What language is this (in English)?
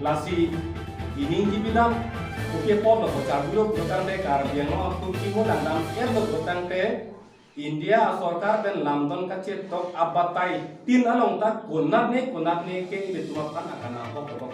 Karbi